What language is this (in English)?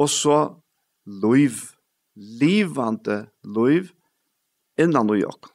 Faroese